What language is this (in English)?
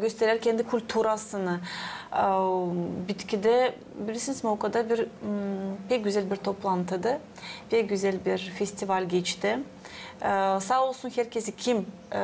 Gagauz